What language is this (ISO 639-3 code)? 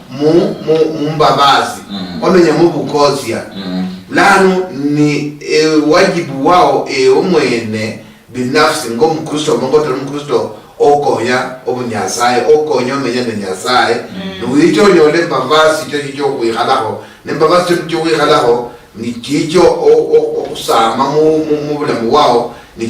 luy